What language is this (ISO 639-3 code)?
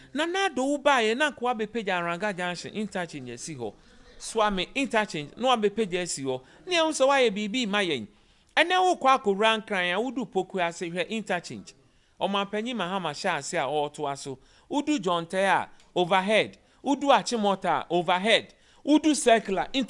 aka